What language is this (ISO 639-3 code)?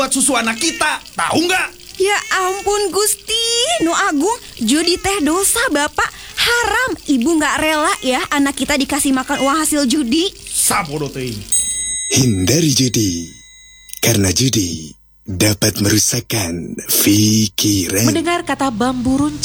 ind